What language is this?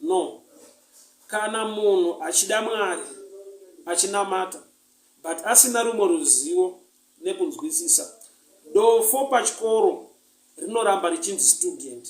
Shona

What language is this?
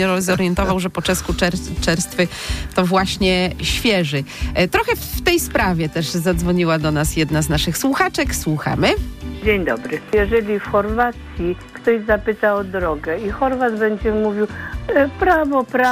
Polish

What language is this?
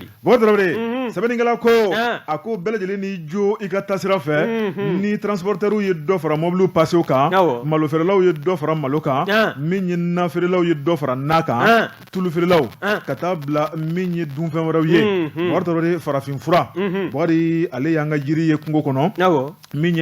Bambara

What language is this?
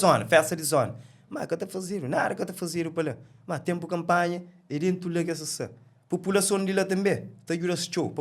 Kabuverdianu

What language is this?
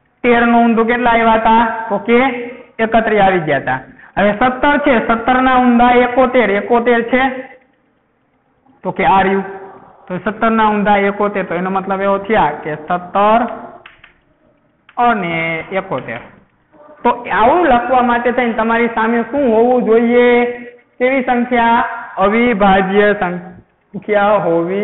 Gujarati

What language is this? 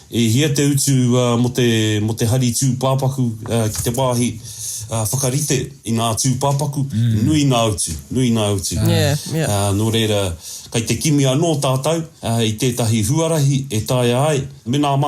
Māori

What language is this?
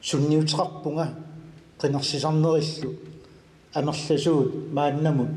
Kalaallisut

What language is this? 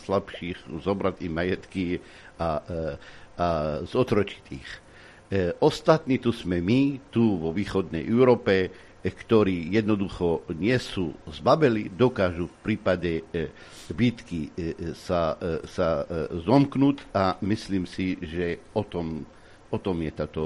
Slovak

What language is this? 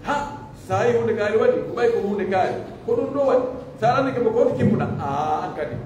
Pular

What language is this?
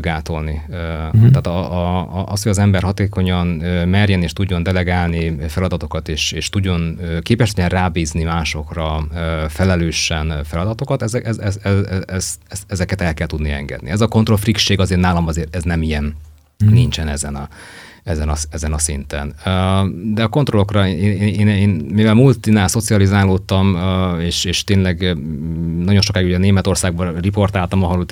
Hungarian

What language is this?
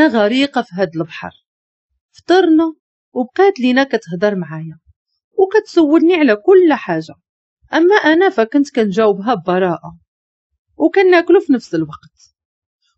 Moroccan Arabic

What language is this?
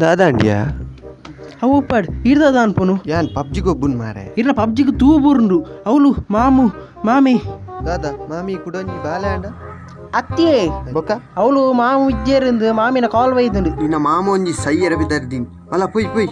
Tulu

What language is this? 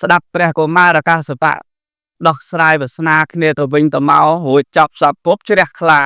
Khmer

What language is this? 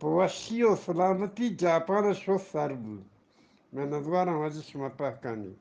Eastern Balochi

